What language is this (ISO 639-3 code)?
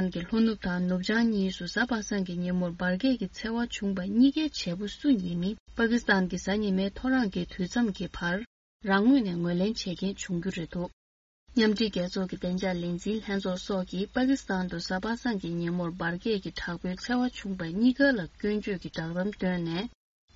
bod